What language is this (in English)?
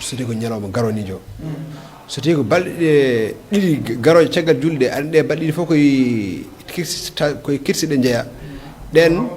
Fula